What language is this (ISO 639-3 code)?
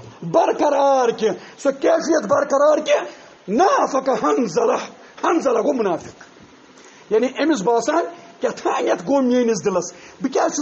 kas